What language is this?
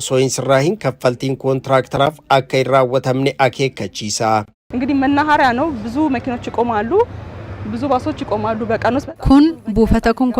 Oromo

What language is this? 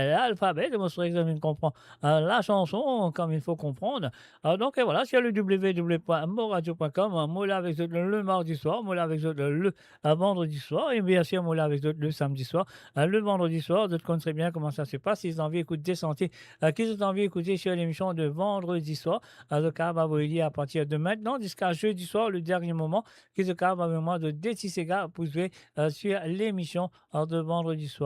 Morisyen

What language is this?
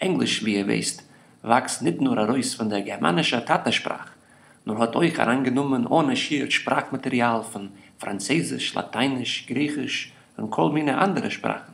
Yiddish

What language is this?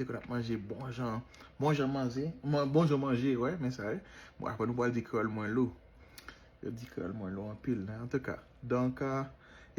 Haitian Creole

